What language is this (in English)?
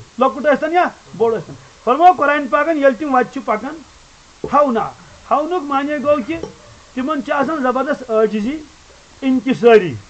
Kashmiri